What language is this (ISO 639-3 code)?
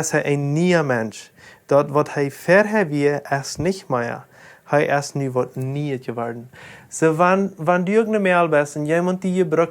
pdt